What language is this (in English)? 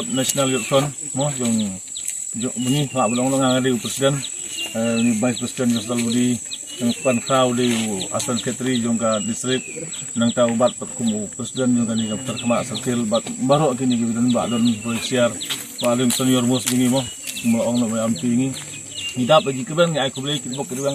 Khasi